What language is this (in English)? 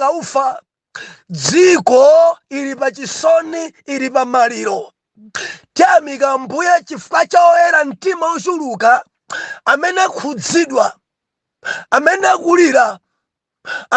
Nyanja